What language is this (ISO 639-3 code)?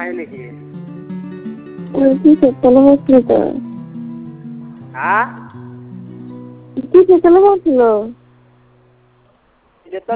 ben